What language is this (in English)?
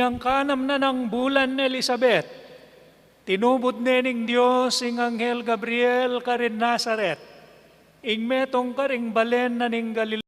Pampanga